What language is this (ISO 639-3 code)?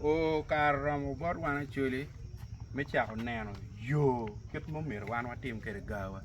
ach